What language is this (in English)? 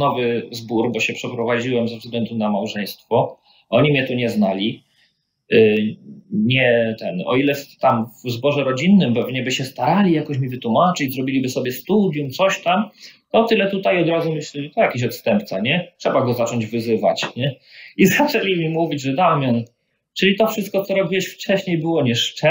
Polish